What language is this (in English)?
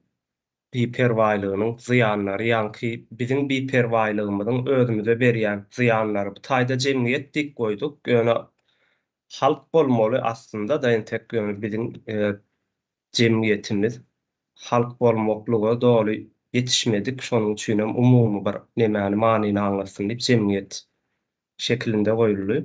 Turkmen